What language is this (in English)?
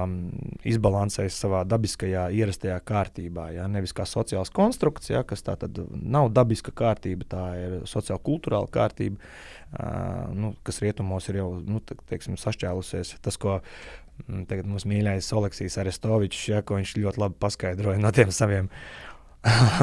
Latvian